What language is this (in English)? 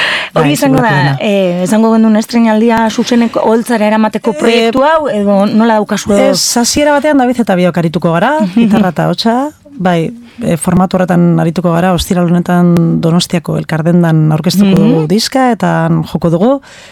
Basque